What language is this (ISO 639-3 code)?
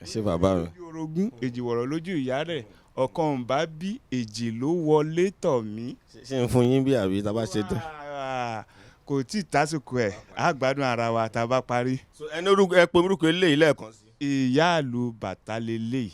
yor